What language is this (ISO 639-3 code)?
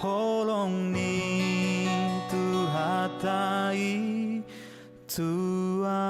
bbc